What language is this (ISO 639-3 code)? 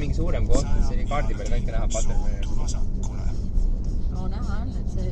est